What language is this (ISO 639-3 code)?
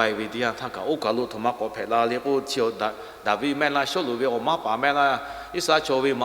lhu